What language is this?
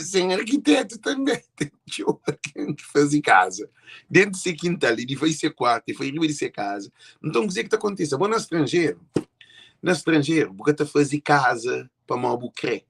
Kabuverdianu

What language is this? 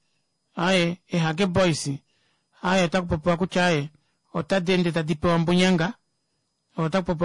Kuanyama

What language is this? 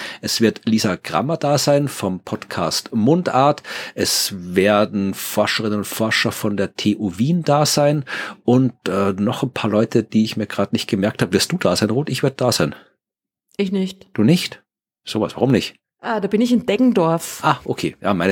German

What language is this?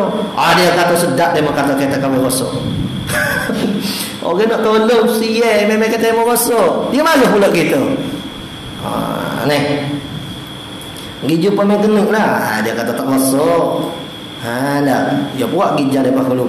Malay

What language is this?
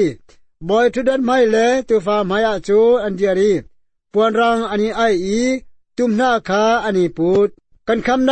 Hakha Chin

